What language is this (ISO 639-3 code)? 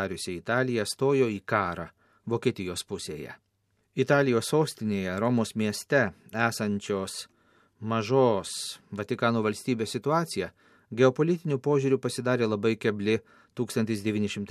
lit